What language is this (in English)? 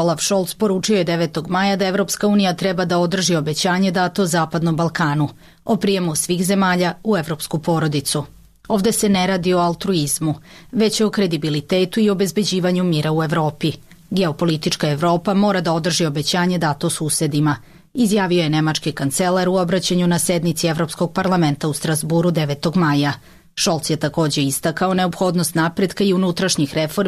Serbian